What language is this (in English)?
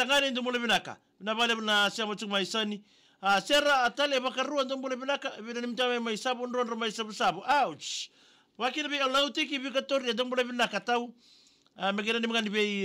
Fijian